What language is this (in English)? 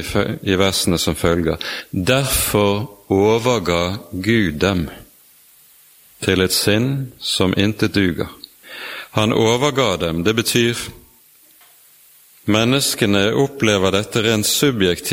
Norwegian